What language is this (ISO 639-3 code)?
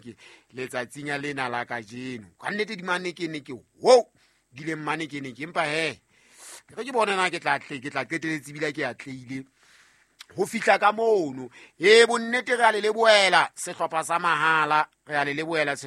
sot